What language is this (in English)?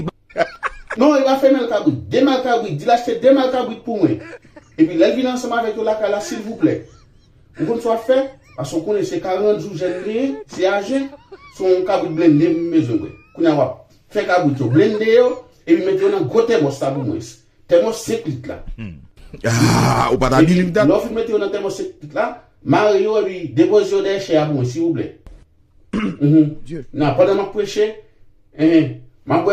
Haitian Creole